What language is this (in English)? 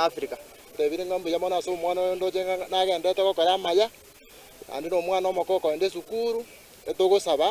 Gusii